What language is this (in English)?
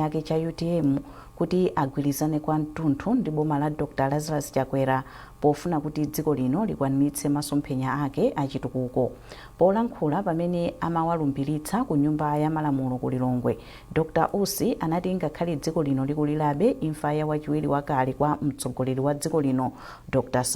Nyanja